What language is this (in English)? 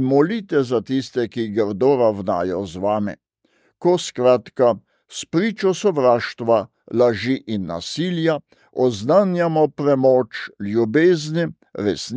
Slovenian